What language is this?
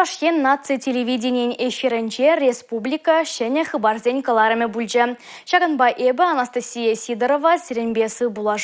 Chuvash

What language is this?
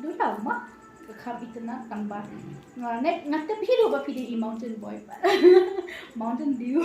Khasi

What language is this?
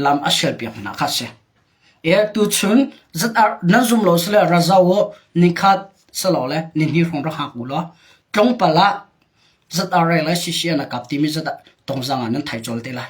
Hakha Chin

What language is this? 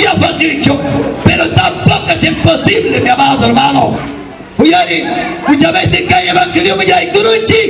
Ayacucho Quechua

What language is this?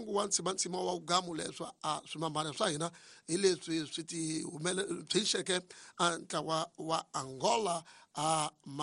Tsonga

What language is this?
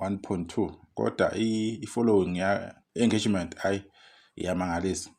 Zulu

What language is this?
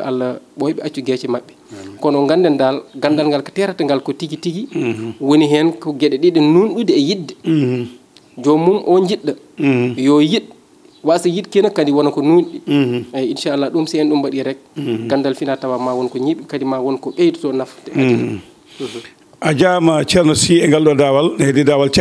Fula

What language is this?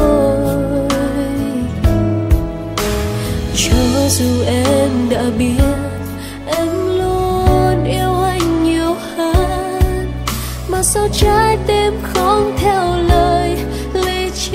Vietnamese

